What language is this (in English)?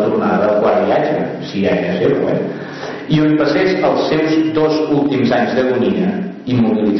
Catalan